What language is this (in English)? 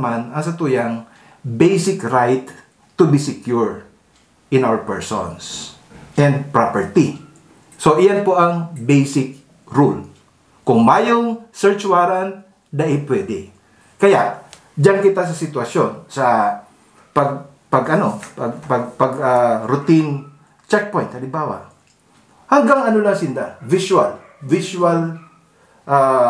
Bikol